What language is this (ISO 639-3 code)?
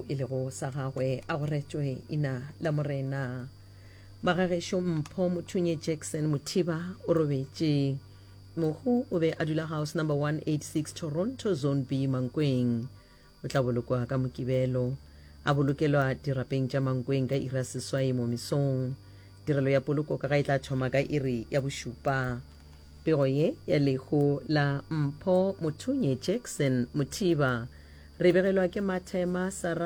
nso